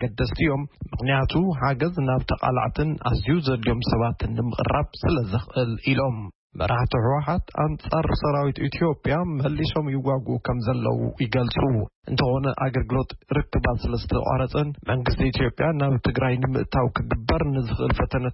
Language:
Tigrinya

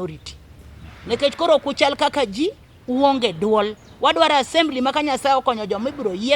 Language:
Luo (Kenya and Tanzania)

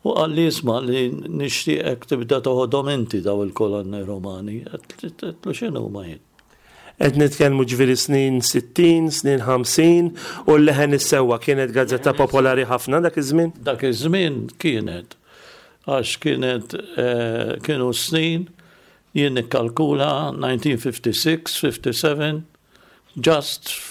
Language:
Maltese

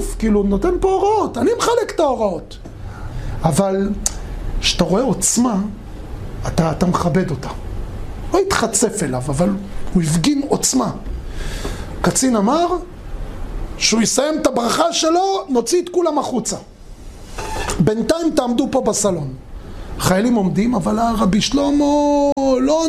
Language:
Hebrew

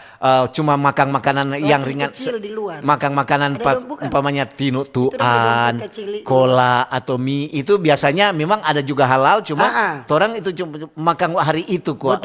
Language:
Manado Malay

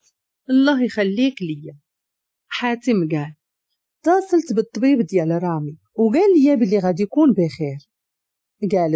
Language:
Moroccan Arabic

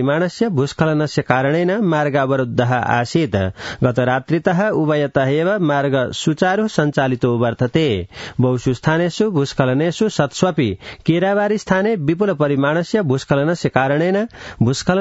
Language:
Sanskrit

